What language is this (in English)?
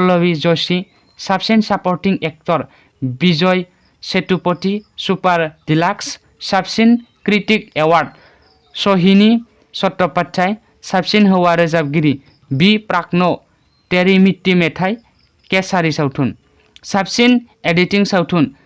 Bodo